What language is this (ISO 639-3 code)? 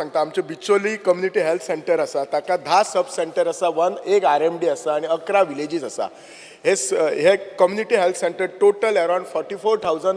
kok